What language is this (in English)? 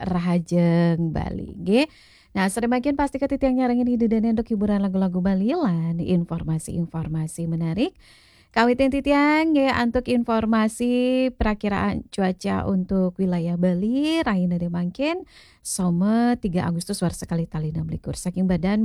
Balinese